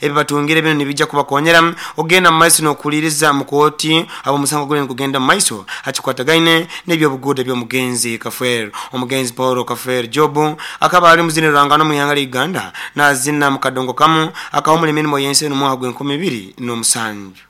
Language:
Nyoro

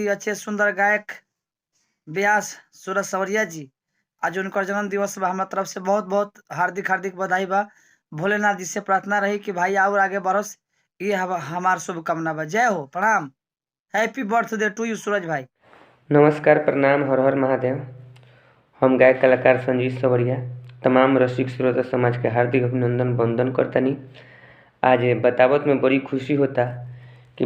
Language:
Bhojpuri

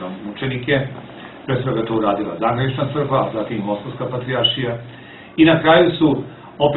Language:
Serbian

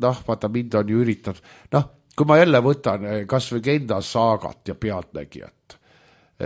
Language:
Estonian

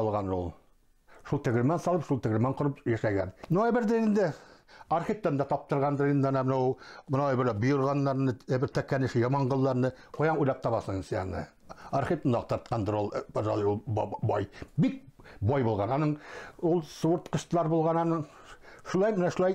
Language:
Bashkir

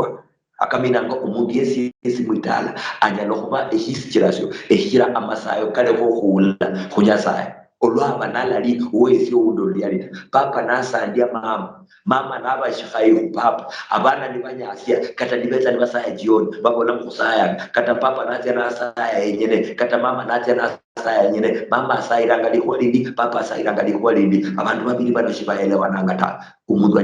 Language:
Luyia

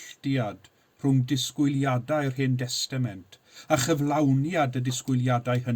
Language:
Welsh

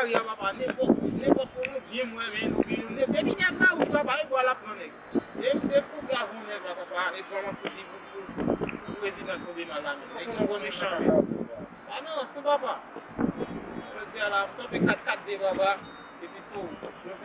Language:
Haitian Creole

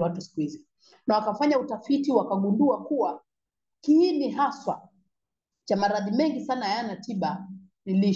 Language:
Swahili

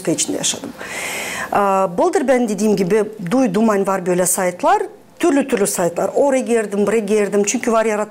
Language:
Gagauz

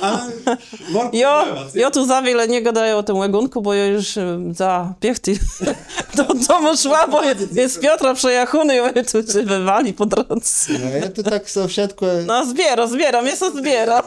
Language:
Kashubian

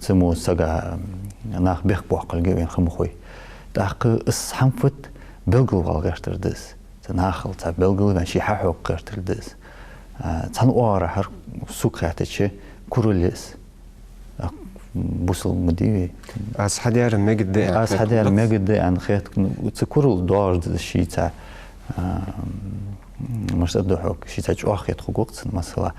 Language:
Ingush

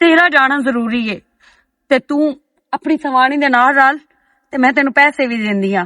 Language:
Western Panjabi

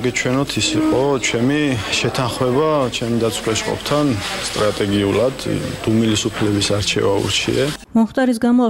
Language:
Georgian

